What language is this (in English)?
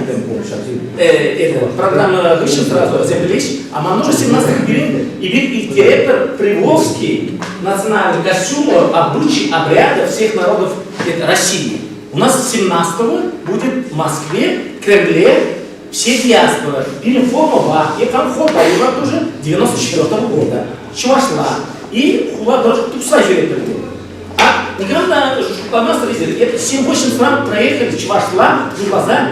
Chuvash